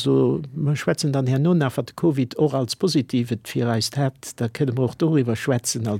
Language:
Luxembourgish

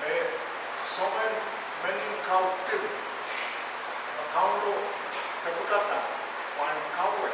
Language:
Pohnpeian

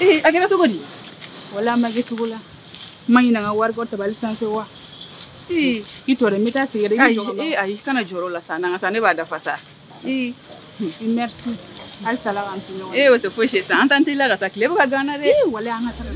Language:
Bambara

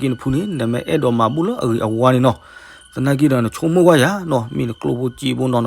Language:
S'gaw Karen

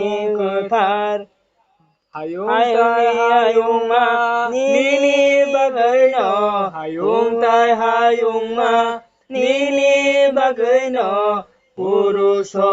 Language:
Kok Borok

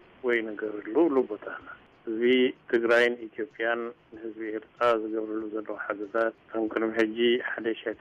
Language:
Tigrinya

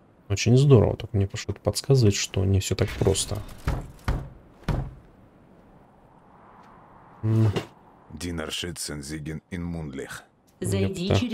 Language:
Russian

